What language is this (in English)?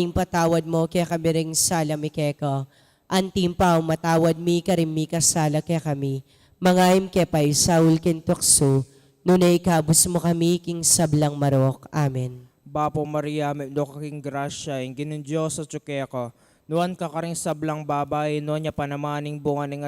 Pampanga